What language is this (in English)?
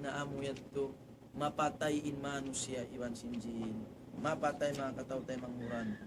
Tausug